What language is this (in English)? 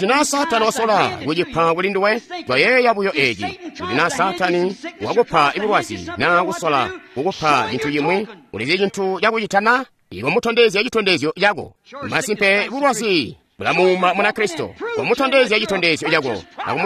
Tonga (Zambia)